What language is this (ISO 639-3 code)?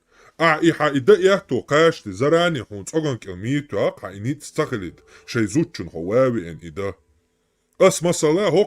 che